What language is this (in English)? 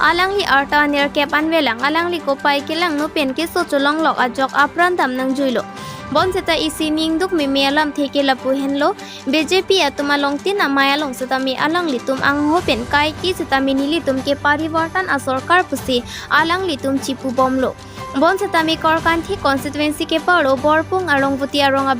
Karbi